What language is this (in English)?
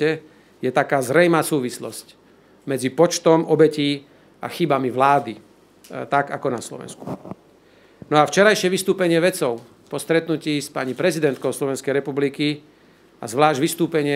Slovak